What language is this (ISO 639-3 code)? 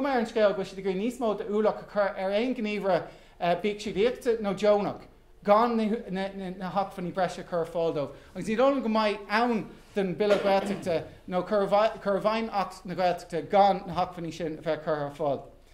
gle